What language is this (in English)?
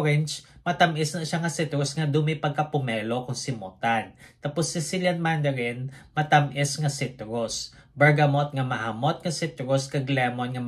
Hiligaynon